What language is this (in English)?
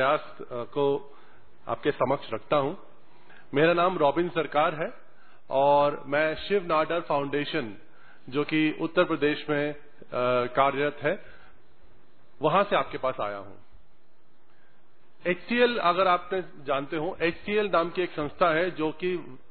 Hindi